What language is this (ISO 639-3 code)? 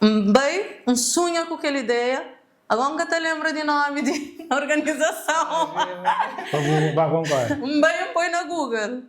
kea